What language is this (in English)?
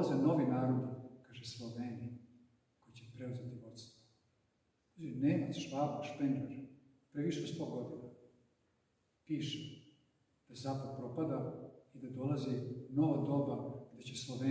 Serbian